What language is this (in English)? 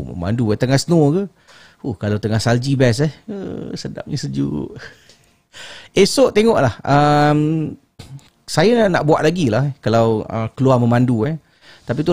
Malay